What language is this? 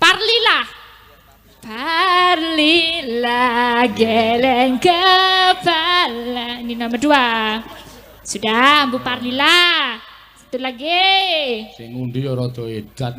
Javanese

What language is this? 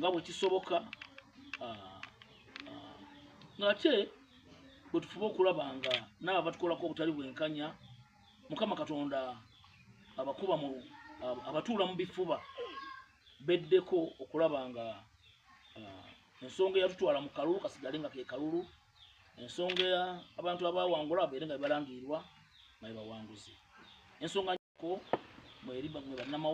Ganda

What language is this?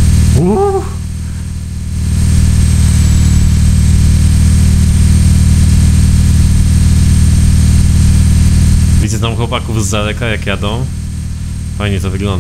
Polish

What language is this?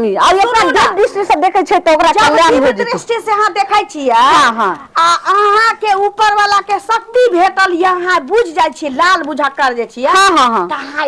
Maithili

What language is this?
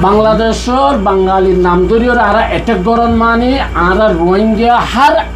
Rohingya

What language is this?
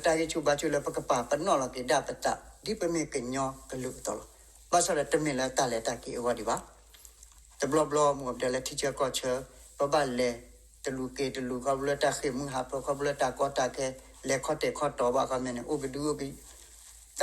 S'gaw Karen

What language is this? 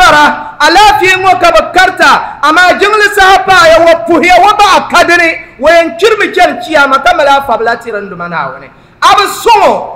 Dagbani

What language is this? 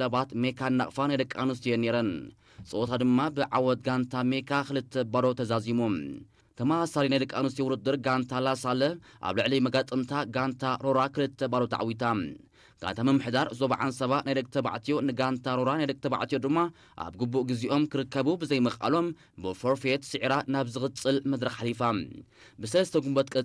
Tigrinya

